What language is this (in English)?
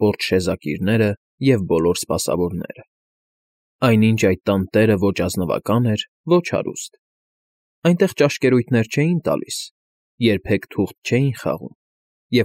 Armenian